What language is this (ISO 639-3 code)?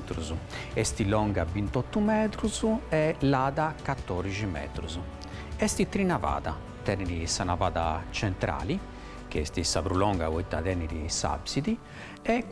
srd